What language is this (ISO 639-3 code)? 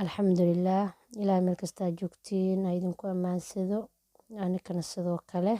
som